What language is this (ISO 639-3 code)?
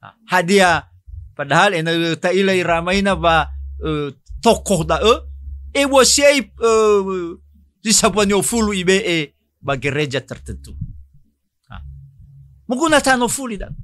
nia